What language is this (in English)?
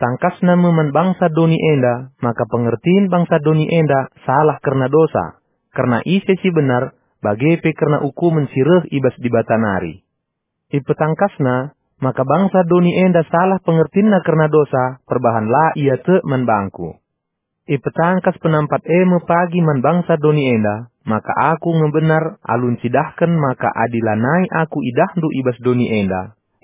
Batak Karo